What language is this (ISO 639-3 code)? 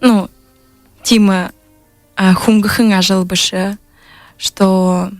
bua